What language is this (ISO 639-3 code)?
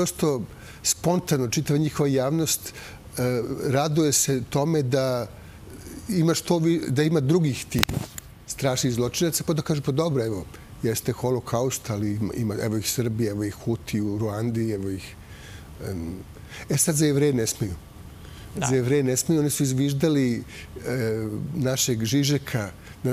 srp